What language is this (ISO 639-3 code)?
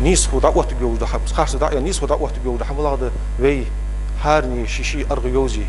inh